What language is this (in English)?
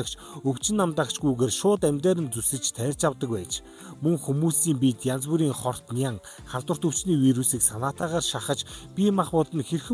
Mongolian